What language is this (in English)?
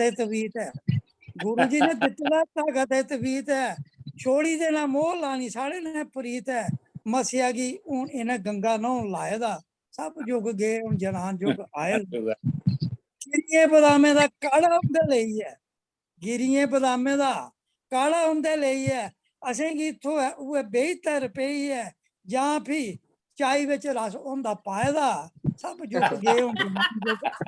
Dogri